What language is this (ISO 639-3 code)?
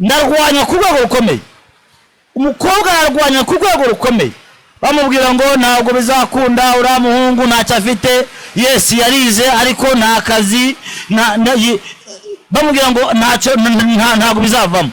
kin